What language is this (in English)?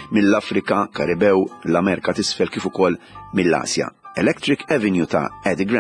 Maltese